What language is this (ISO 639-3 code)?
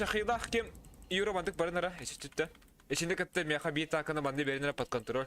sah